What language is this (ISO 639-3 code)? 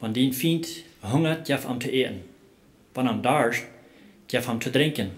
pdt